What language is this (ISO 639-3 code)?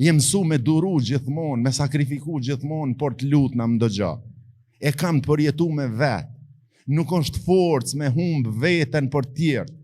sqi